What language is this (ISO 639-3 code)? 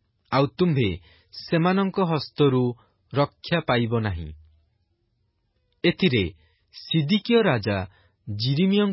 ori